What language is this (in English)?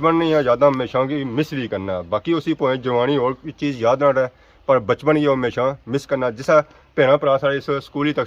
Pahari-Potwari